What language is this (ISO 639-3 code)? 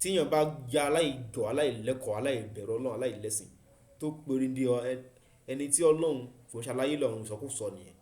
yor